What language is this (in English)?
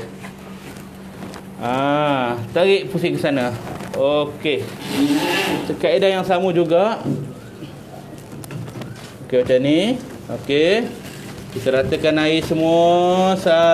Malay